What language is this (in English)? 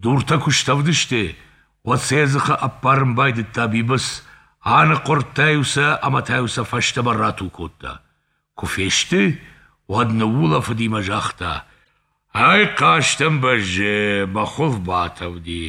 Ossetic